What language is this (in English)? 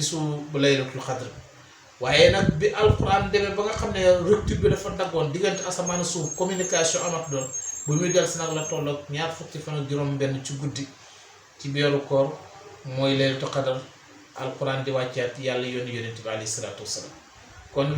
Wolof